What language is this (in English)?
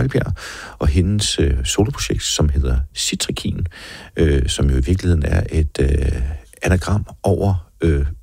Danish